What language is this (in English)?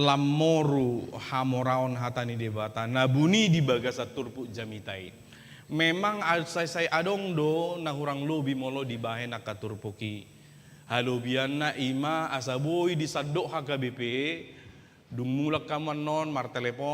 Batak Toba